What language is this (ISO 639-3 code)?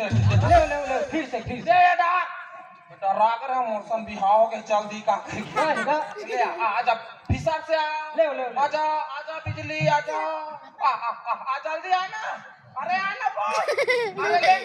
hne